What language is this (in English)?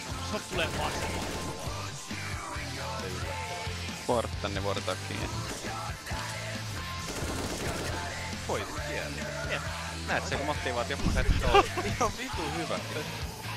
Finnish